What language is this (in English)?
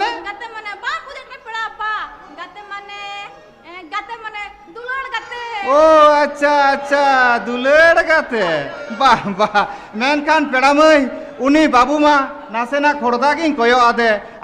Santali